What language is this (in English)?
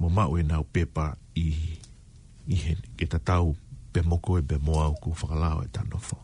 Tongan